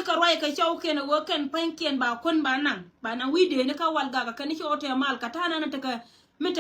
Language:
Nuer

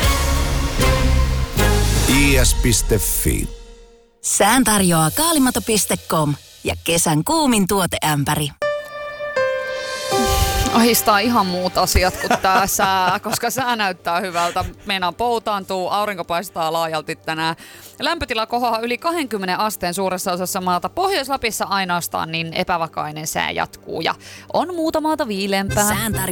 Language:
Finnish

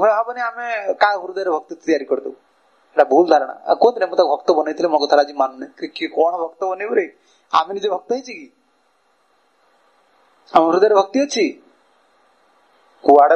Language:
Odia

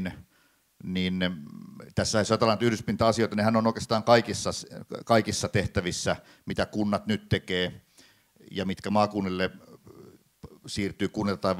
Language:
Finnish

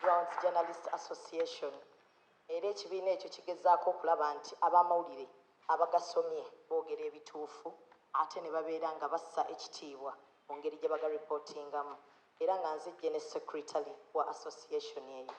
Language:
Ganda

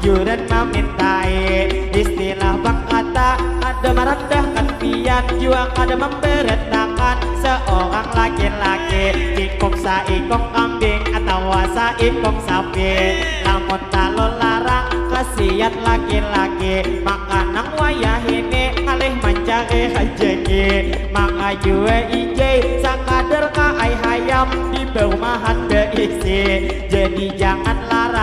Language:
Banjar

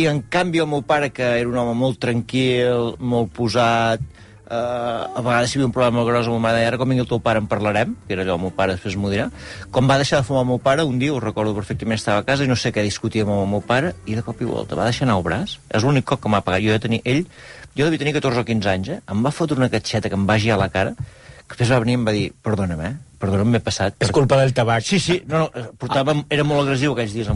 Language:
Catalan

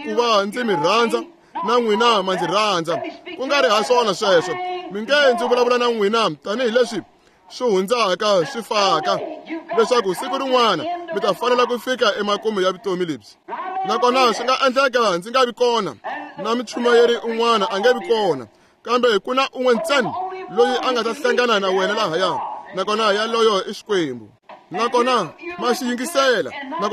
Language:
Tsonga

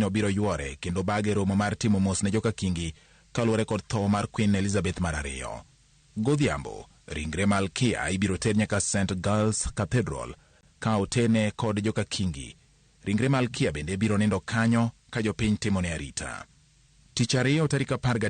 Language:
Luo (Kenya and Tanzania)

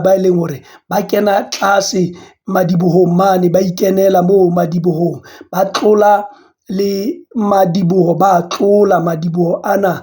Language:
Southern Sotho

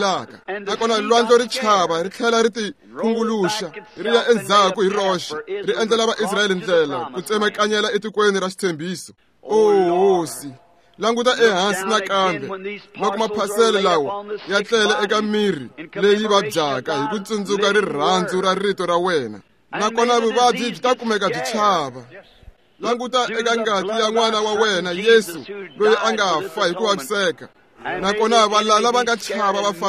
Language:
Tsonga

